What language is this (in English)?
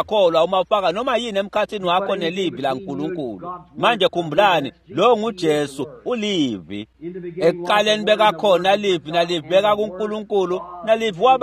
Swati